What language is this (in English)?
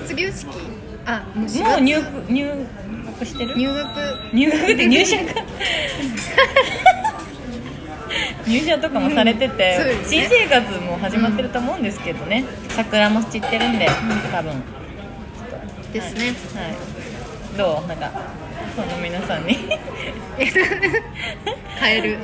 Japanese